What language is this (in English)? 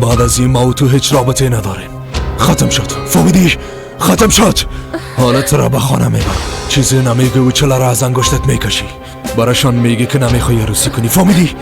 Persian